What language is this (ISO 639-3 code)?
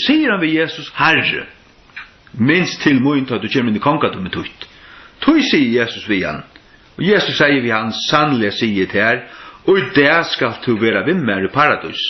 fao